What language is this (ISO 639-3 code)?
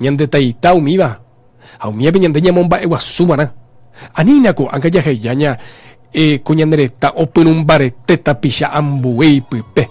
grn